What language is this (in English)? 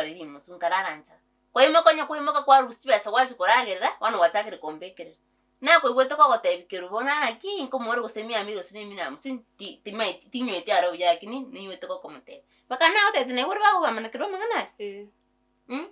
Gusii